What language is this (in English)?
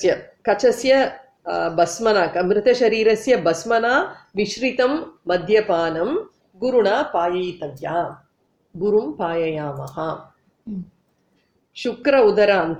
Sanskrit